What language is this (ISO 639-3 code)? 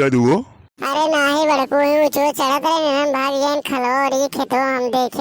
awa